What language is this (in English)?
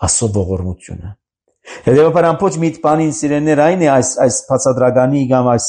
Armenian